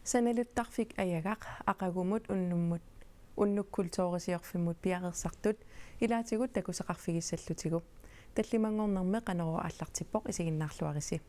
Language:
Kalaallisut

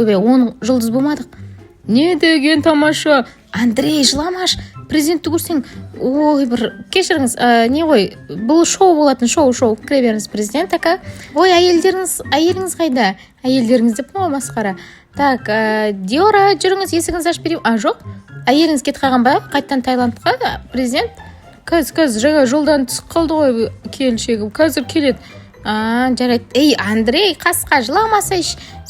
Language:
Kazakh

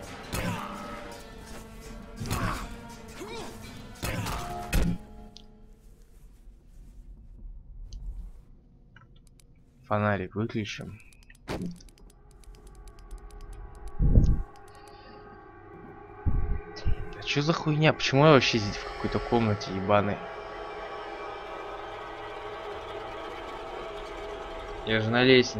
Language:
Russian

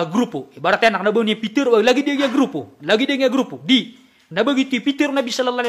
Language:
Maranao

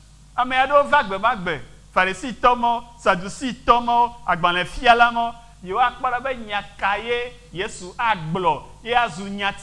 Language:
Ewe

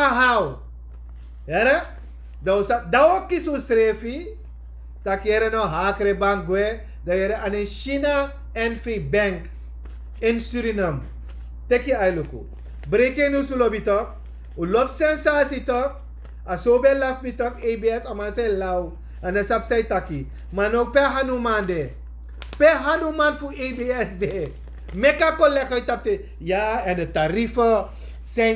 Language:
Sranan Tongo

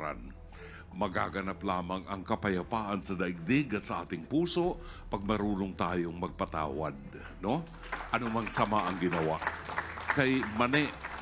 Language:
Filipino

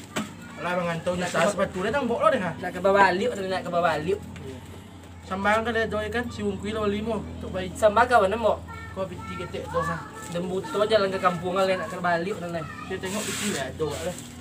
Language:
Minangkabau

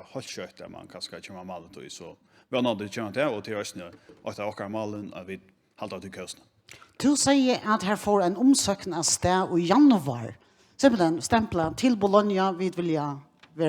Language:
Faroese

